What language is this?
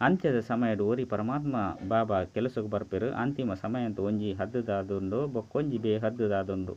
Tulu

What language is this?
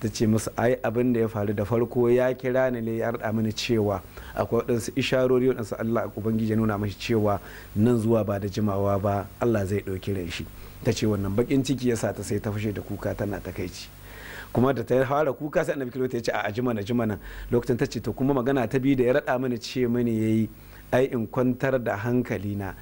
Hausa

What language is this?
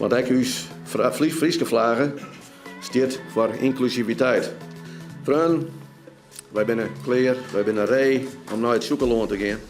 Western Frisian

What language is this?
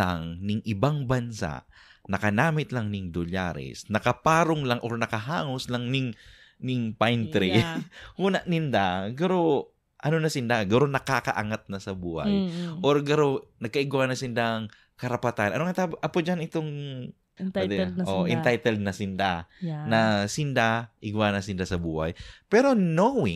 Bikol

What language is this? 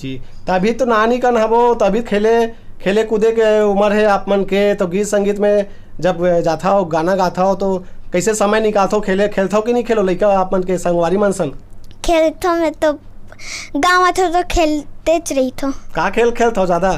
Chhattisgarhi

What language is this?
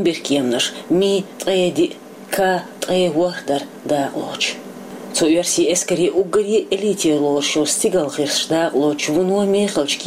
Chechen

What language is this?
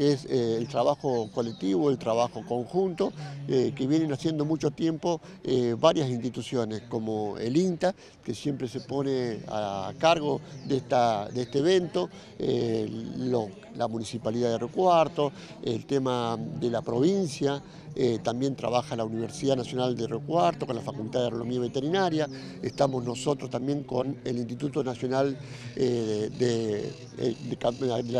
Spanish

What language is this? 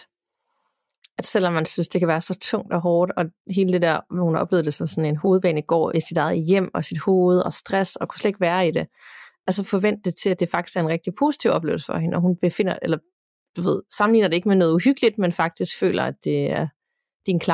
Danish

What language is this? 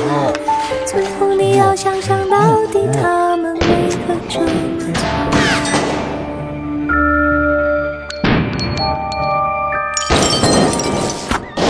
Chinese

